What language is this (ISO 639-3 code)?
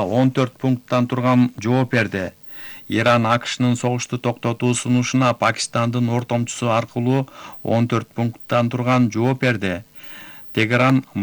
kir